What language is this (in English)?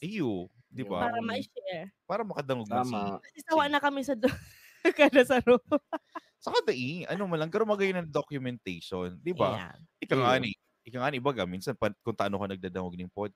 Bikol